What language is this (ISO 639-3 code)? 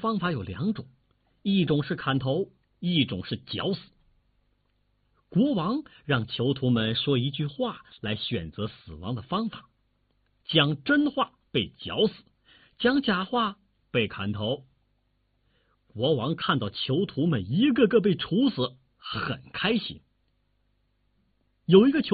zho